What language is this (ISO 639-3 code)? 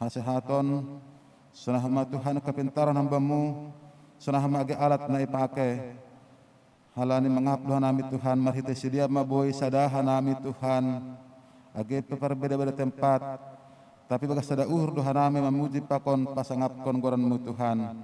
bts